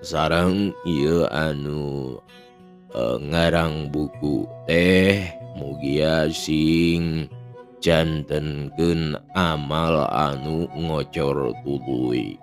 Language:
Sundanese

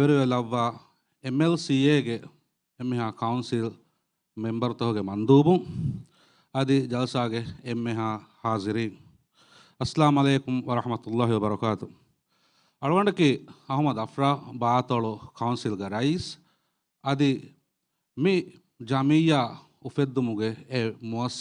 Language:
Divehi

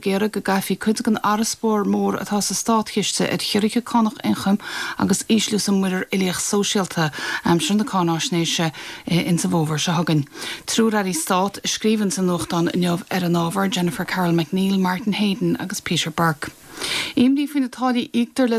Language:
Irish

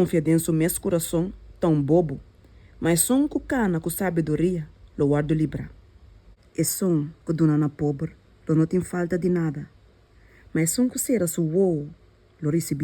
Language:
Papiamento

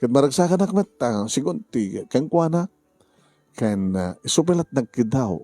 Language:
Iloko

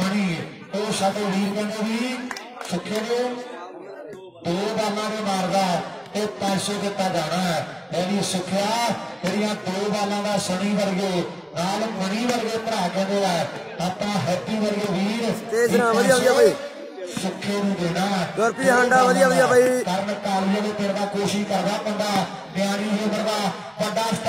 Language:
Punjabi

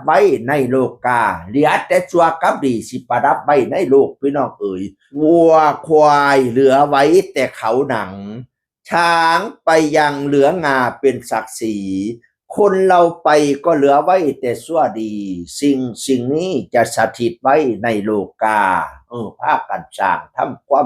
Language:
Northeastern Thai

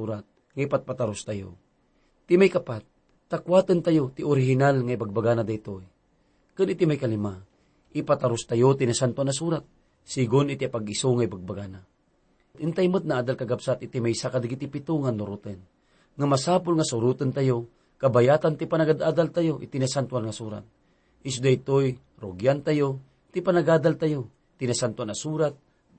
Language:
Iloko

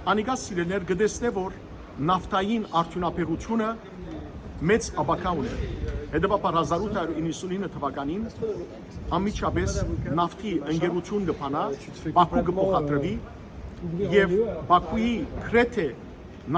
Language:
Western Armenian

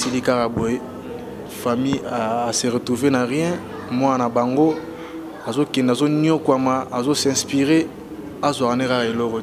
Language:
Lingala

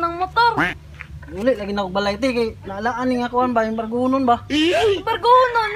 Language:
Cebuano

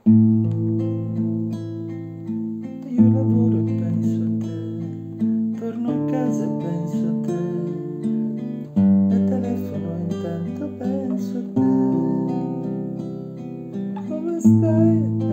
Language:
Italian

